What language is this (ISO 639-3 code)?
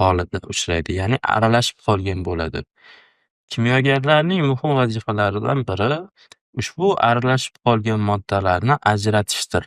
uzb